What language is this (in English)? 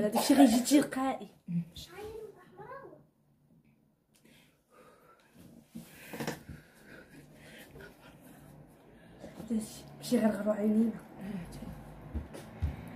Moroccan Arabic